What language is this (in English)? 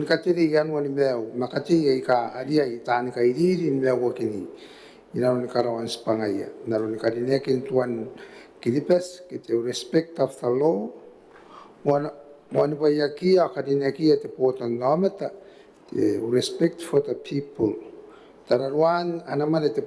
Gilbertese